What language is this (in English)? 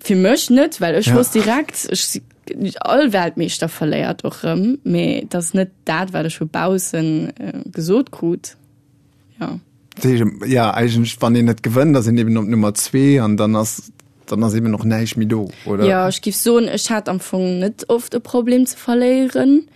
Luxembourgish